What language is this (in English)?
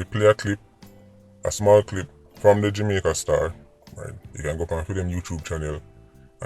Jamaican Creole English